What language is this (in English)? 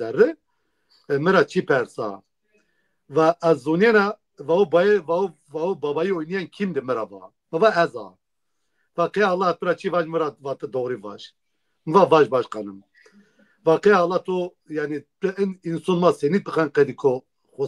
Zaza